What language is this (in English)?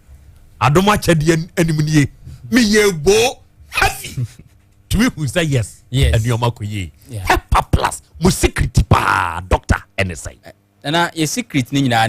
Akan